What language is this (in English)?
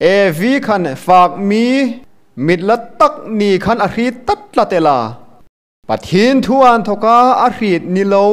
Hmar